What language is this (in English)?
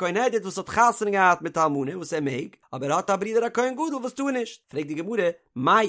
Yiddish